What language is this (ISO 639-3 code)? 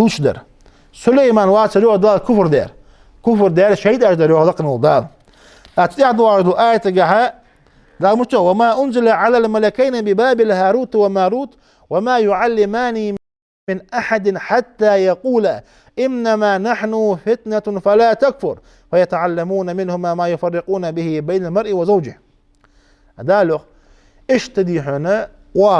inh